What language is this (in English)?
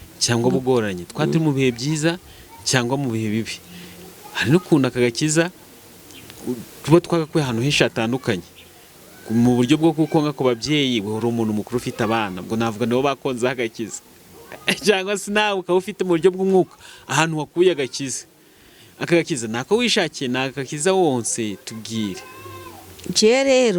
Kinyarwanda